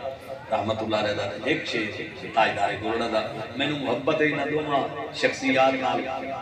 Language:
Saraiki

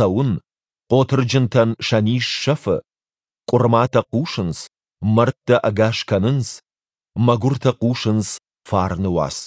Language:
Ossetic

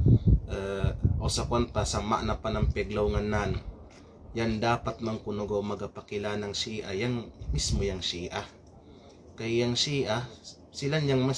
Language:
Kalagan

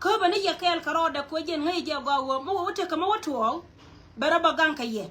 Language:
Nuer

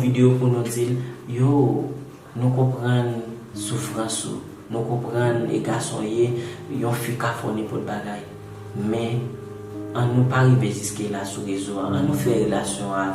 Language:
Haitian Creole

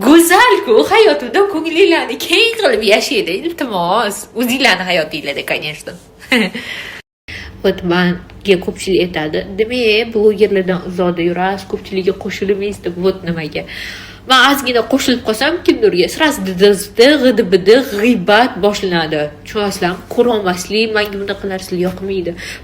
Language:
Uzbek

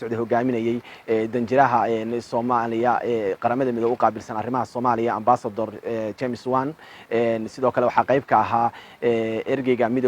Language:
Somali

